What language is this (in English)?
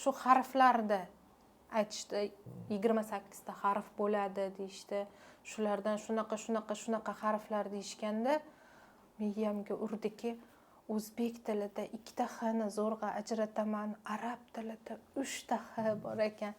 Uzbek